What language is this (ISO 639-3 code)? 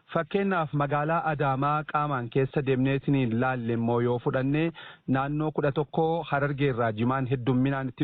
orm